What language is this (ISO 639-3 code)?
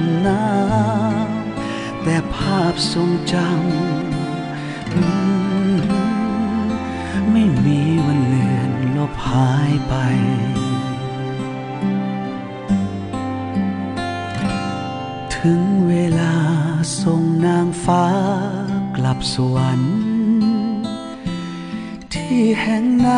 tha